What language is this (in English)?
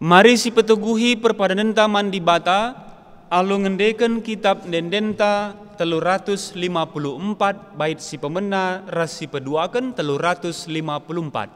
Batak Karo